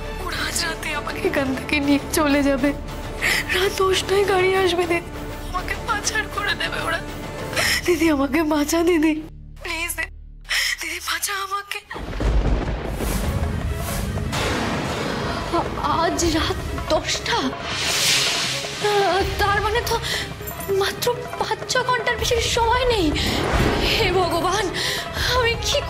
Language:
Bangla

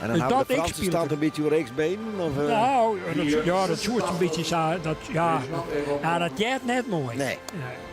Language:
Western Frisian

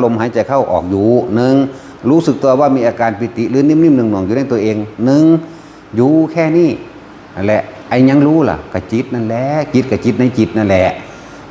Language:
Northeastern Thai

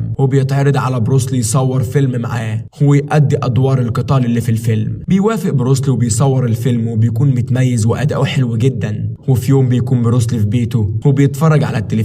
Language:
Egyptian Arabic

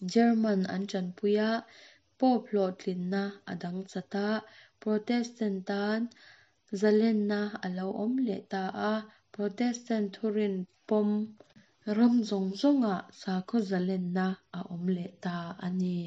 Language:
Mizo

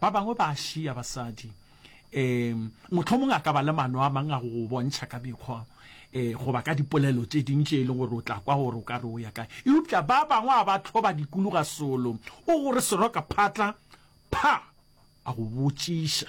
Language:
Northern Sotho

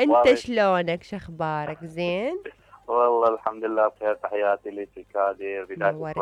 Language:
Mesopotamian Arabic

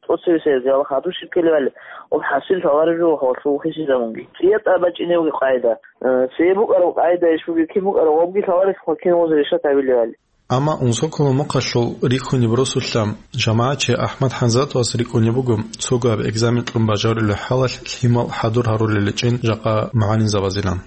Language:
Avaric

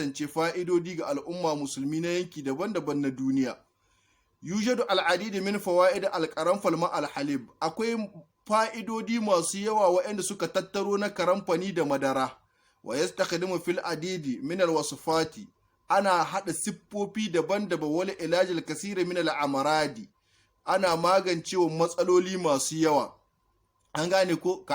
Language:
Hausa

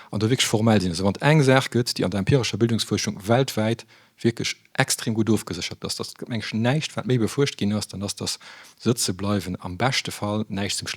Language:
Luxembourgish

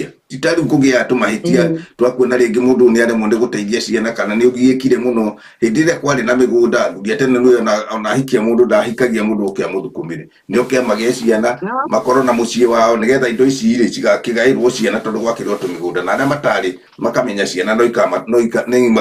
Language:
Kikuyu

